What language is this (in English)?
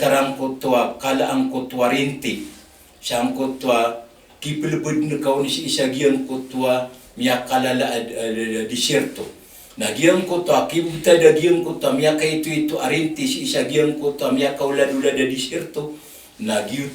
Maranao